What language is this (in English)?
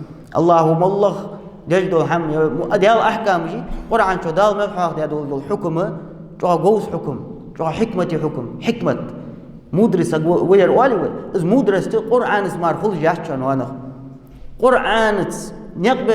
Ingush